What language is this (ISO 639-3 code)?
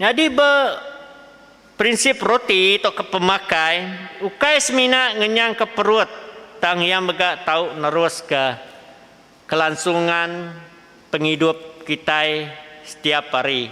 iba